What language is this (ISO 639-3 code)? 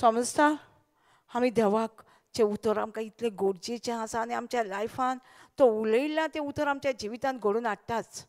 kok